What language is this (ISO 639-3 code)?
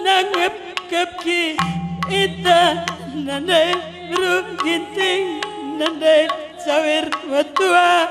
btx